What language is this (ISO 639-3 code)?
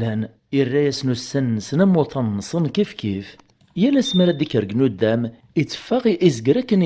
kab